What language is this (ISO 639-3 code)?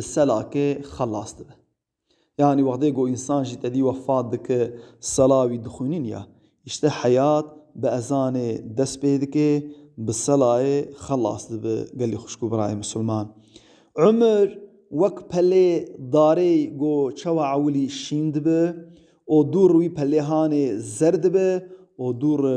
kur